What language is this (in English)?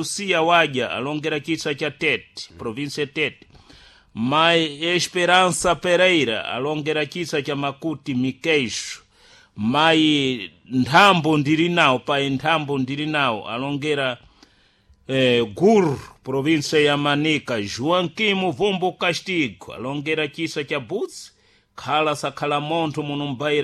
Sena